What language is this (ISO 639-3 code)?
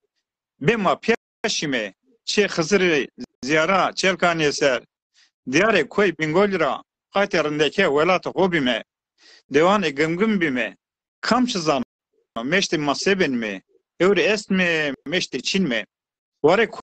zza